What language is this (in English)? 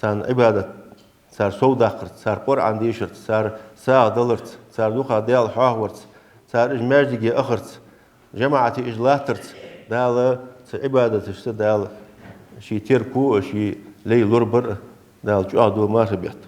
Ingush